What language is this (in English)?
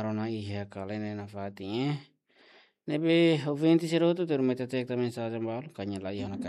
Tetum